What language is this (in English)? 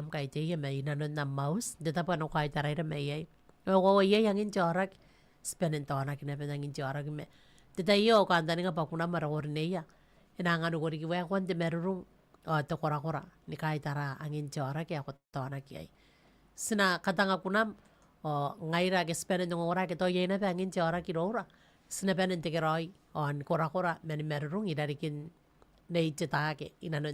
Gilbertese